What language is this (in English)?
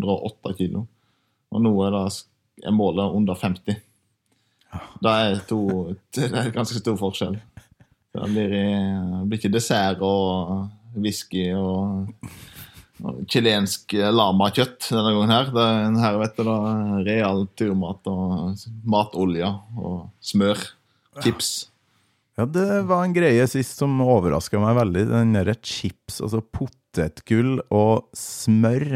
Norwegian